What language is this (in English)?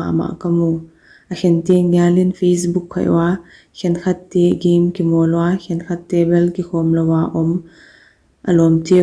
Paite Chin